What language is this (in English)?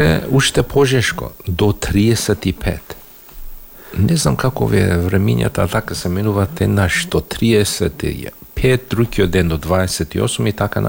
Macedonian